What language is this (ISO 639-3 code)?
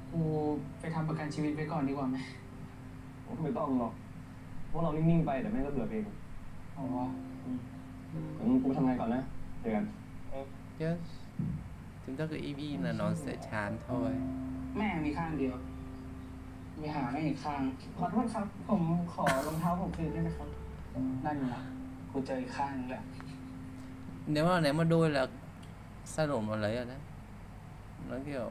tha